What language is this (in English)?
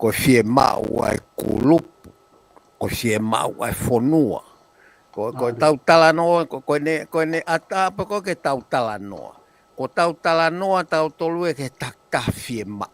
Tongan